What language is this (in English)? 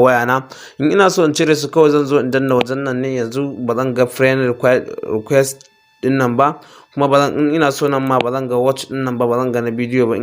Hausa